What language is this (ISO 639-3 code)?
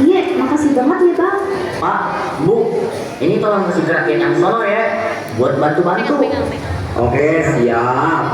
bew